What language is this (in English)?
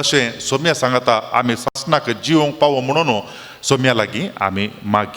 Konkani